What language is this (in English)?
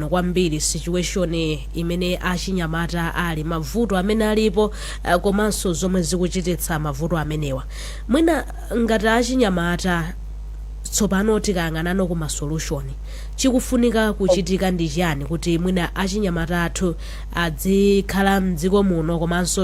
Nyanja